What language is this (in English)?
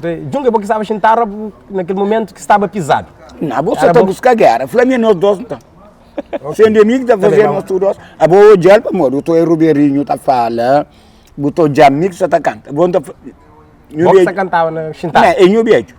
Kabuverdianu